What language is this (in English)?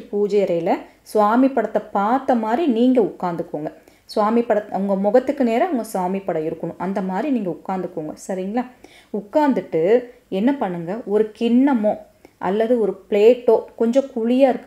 Tamil